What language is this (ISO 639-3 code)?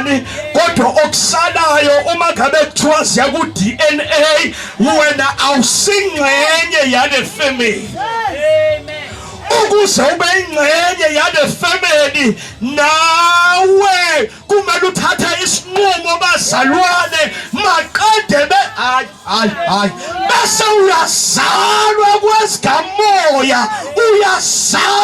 zul